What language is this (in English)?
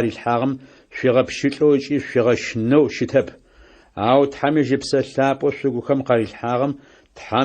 Adyghe